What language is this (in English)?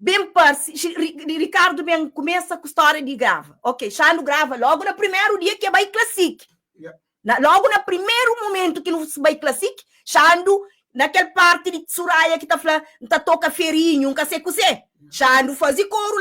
Kabuverdianu